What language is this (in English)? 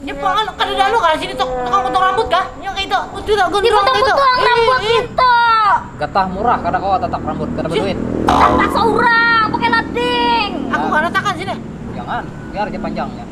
Banjar